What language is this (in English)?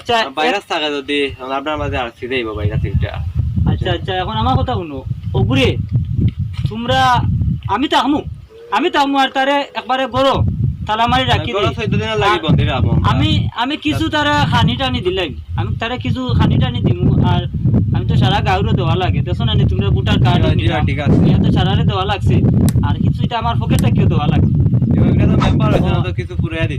Sylheti